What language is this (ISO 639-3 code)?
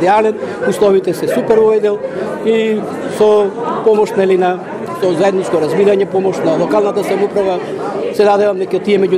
mkd